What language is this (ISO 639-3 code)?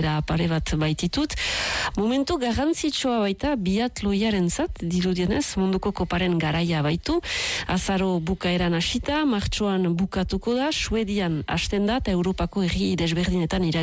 eus